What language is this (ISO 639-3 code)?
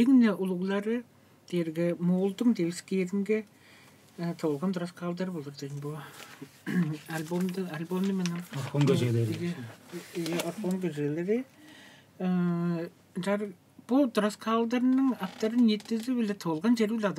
tyv